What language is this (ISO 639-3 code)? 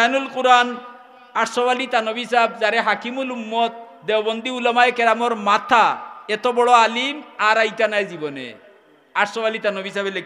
syl